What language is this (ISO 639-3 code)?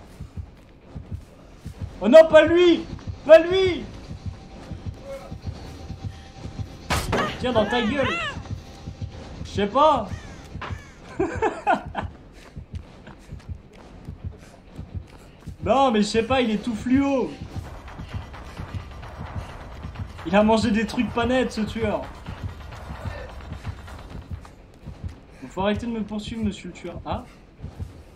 fra